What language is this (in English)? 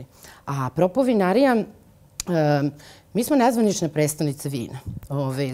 Serbian